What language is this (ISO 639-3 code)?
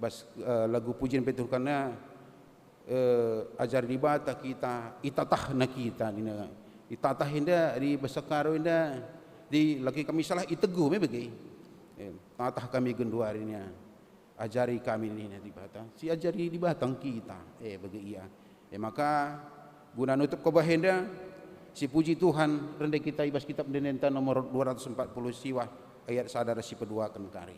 btx